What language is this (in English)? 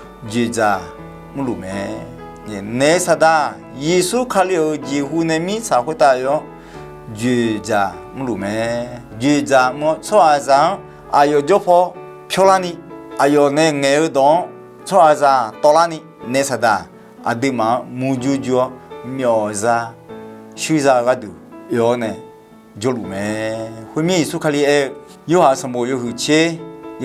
Akha